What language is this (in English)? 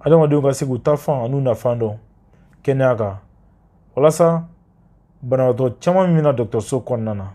Bambara